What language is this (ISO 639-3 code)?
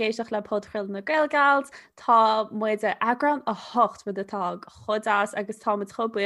gle